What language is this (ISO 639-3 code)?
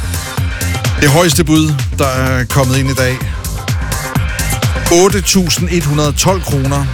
dan